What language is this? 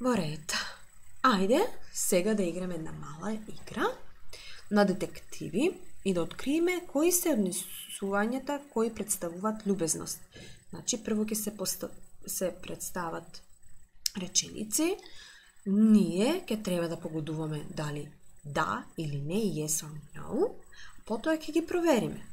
Macedonian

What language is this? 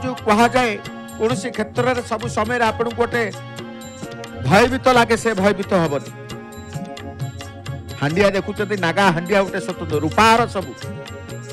Odia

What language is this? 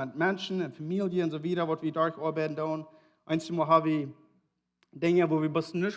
Plautdietsch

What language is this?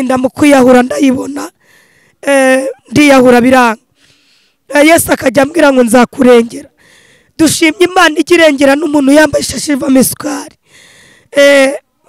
Kinyarwanda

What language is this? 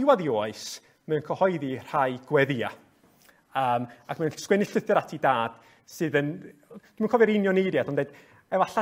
Welsh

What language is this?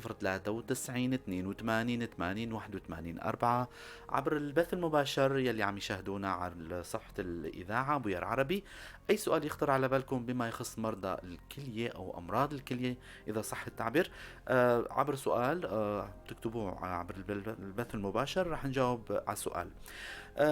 North Levantine Arabic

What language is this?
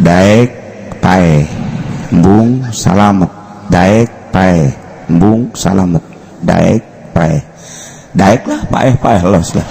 Sundanese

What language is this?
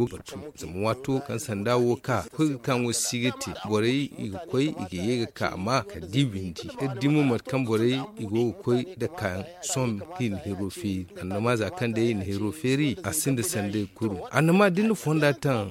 Zarma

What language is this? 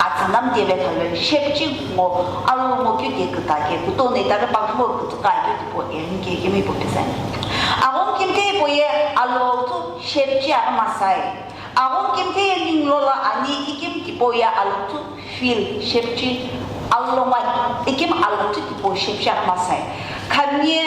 Sumi Naga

